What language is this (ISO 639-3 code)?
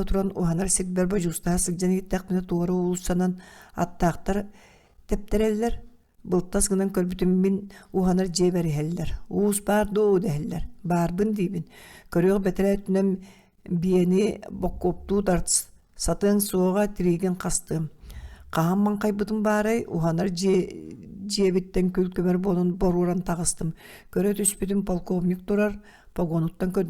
sah